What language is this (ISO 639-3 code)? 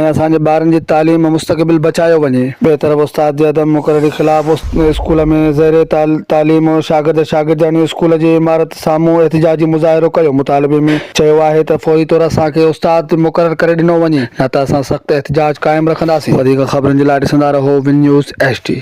snd